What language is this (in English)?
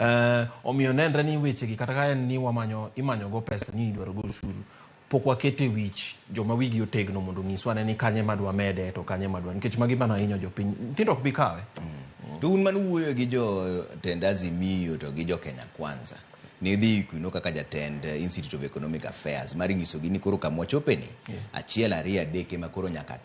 Luo (Kenya and Tanzania)